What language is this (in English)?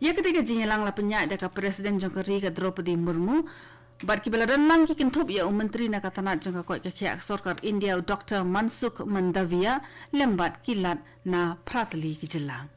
Khasi